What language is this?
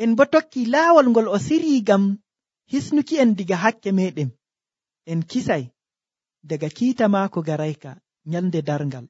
Nigerian Fulfulde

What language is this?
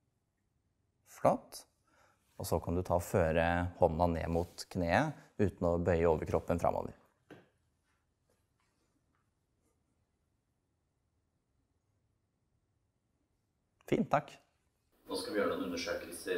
Norwegian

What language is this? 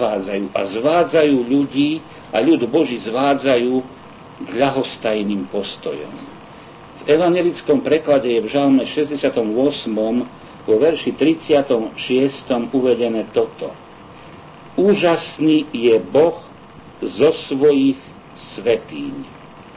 Slovak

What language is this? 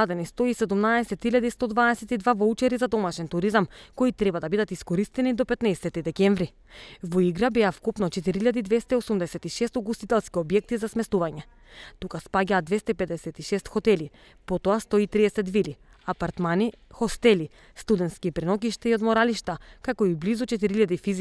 Macedonian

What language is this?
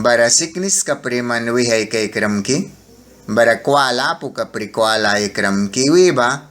Mískito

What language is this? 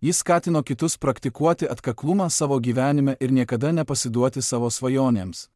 Lithuanian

